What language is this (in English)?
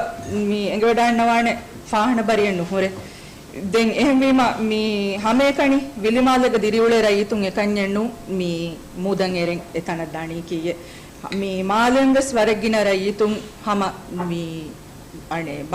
Divehi